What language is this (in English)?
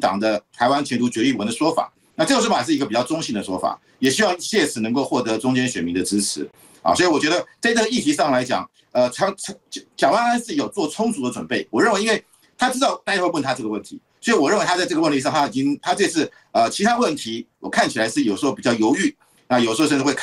Chinese